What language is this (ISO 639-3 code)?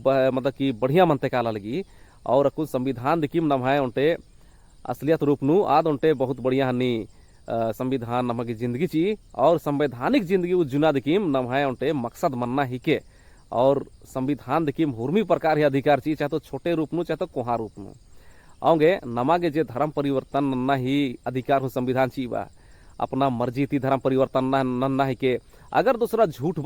kru